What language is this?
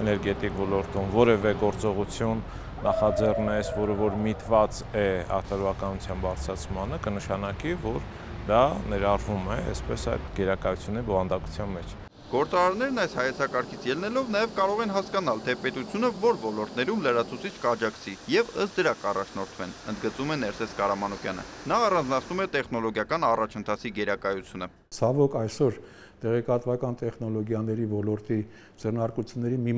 Armenian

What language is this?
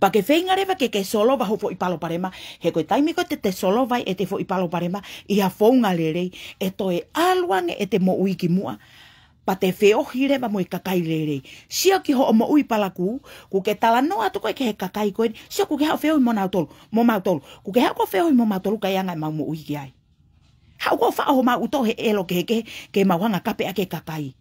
Tongan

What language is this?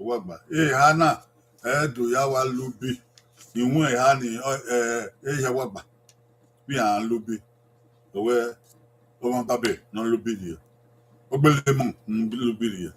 Bini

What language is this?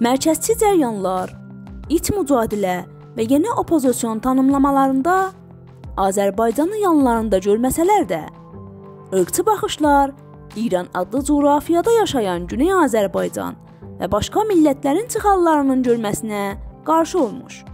South Azerbaijani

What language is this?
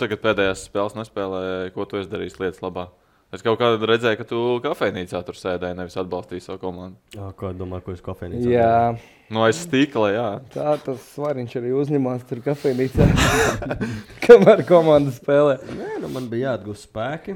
Latvian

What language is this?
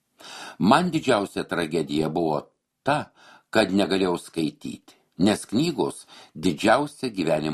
Lithuanian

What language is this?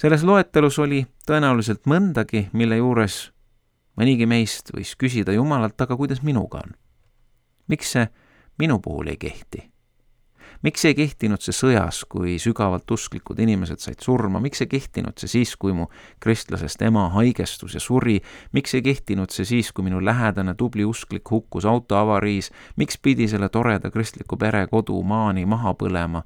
Estonian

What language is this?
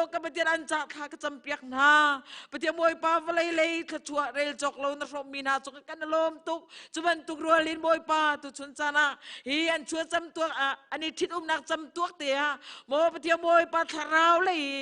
Hakha Chin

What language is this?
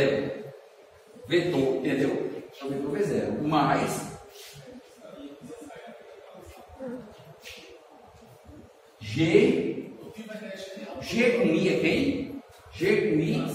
Portuguese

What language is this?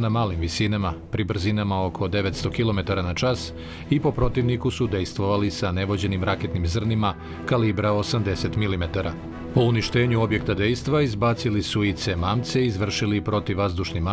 Serbian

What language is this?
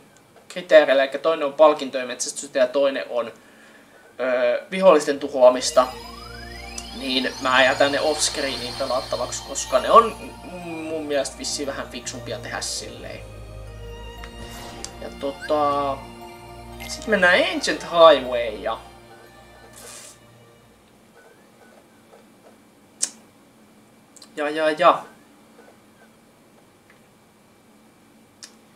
Finnish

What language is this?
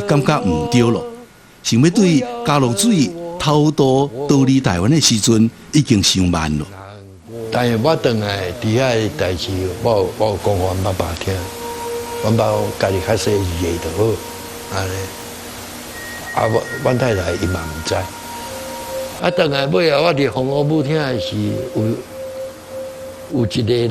Min Nan Chinese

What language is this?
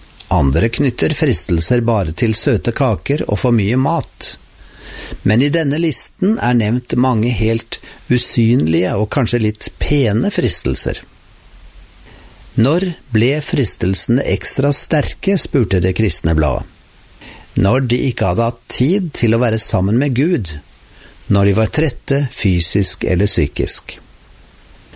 Norwegian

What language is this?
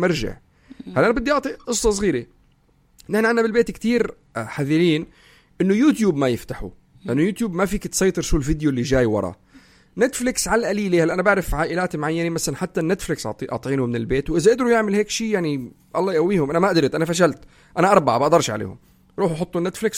North Levantine Arabic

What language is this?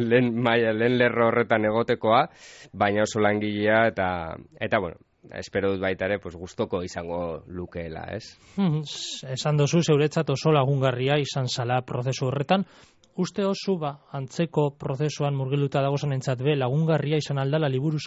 Basque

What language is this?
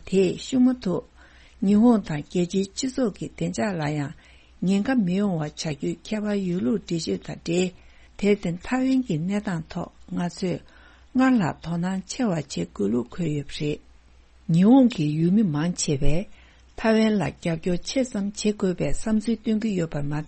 Tibetan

